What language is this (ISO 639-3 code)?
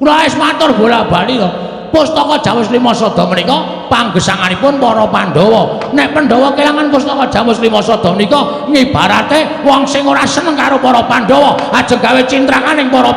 jav